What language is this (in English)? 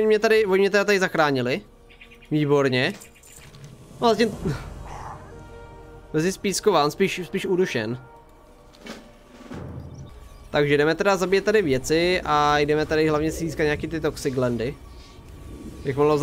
Czech